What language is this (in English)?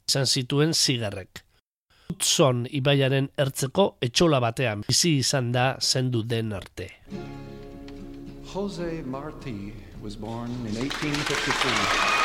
Basque